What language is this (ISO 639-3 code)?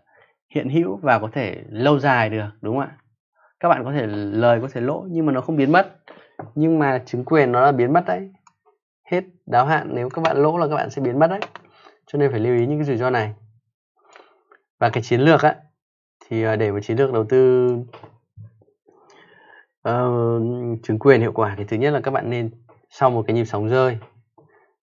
vie